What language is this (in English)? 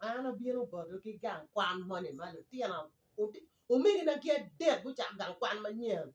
Acoli